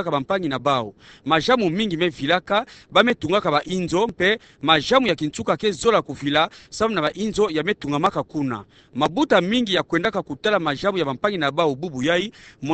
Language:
Kituba (Democratic Republic of Congo)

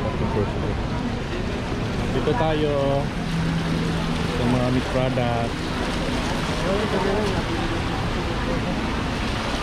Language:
Filipino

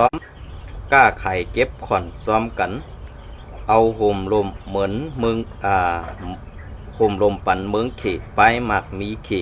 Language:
Shan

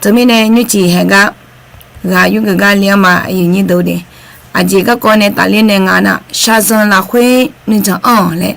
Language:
Akha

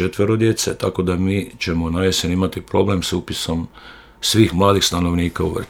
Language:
Croatian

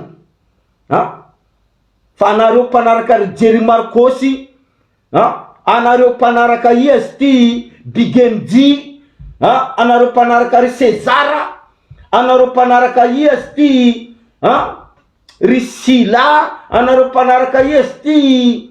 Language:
Malagasy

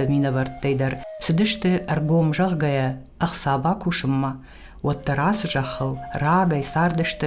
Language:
Ossetic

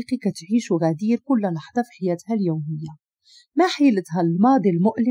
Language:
Moroccan Arabic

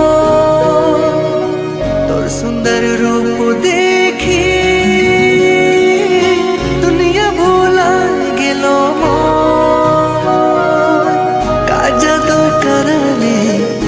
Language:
Sadri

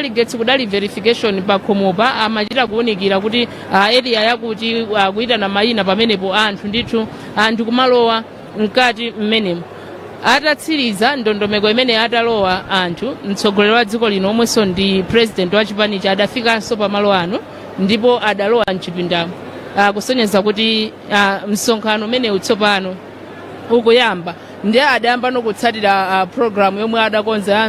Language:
Nyanja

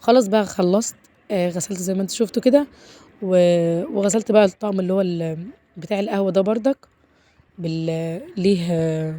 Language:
Egyptian Arabic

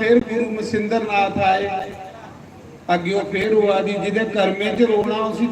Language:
Dogri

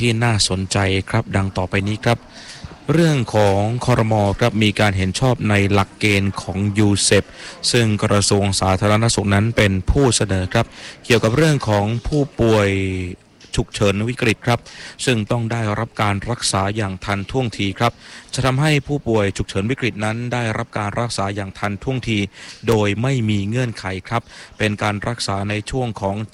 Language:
Thai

